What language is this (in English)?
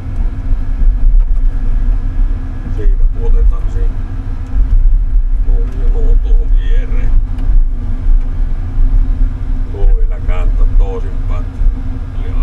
Finnish